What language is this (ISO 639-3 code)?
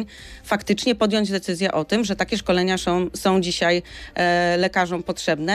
pol